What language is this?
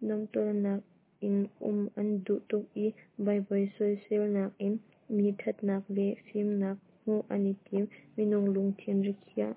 Hakha Chin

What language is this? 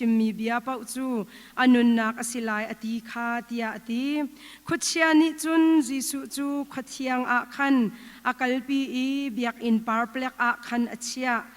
Hakha Chin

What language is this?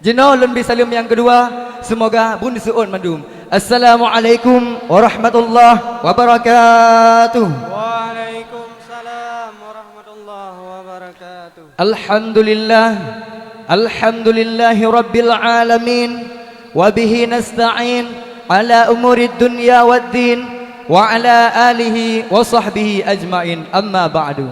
Achinese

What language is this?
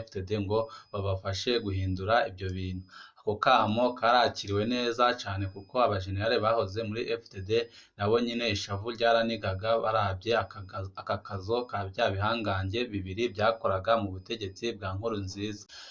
Rundi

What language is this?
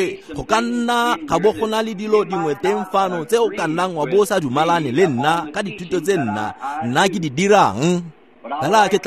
Tswana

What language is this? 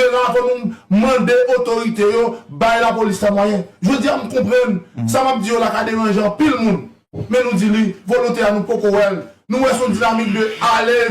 Haitian Creole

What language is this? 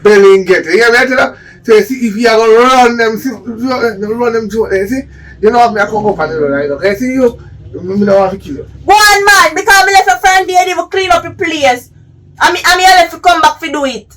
Jamaican Creole English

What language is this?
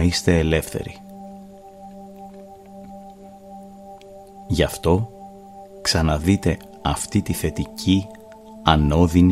Greek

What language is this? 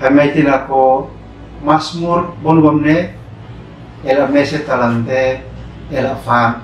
Uab Meto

